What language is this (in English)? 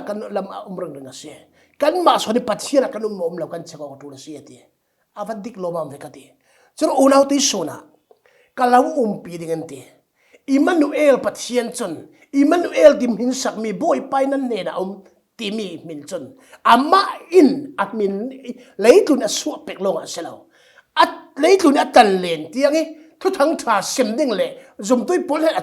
Falam Chin